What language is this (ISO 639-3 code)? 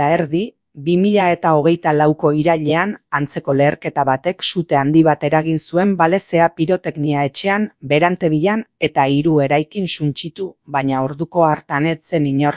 eus